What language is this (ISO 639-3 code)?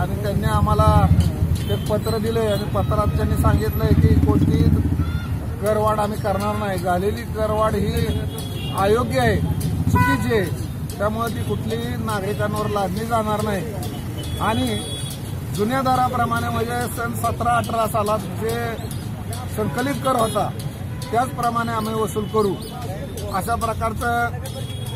mar